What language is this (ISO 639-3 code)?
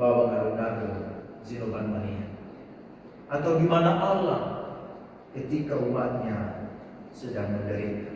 nia